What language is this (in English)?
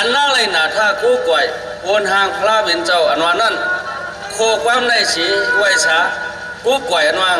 Shan